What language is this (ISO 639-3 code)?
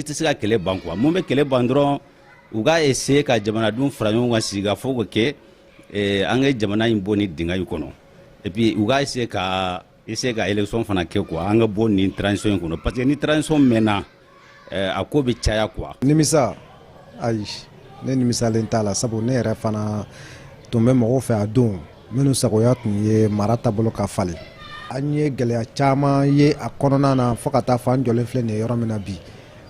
bam